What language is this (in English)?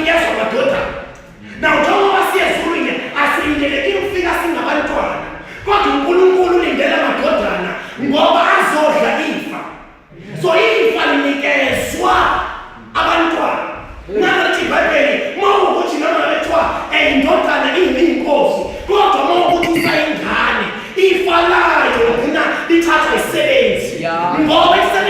Zulu